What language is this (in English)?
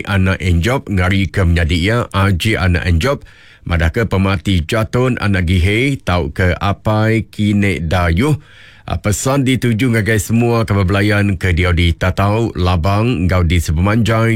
Iban